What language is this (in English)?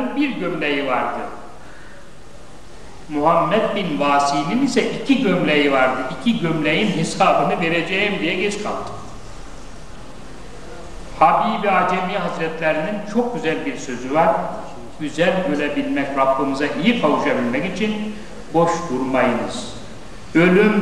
Turkish